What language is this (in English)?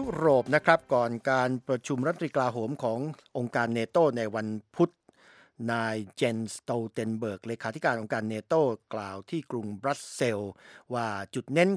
Thai